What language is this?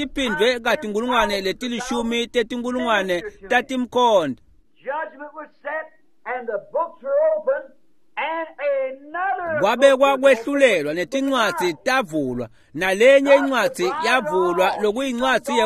Swati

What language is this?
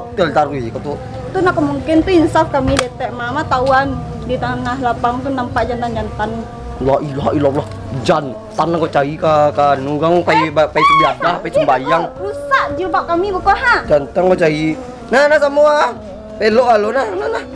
Minangkabau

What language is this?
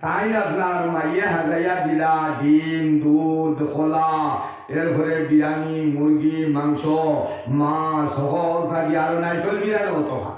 Sylheti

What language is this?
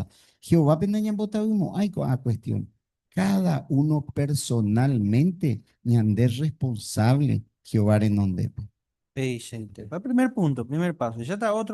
Guarani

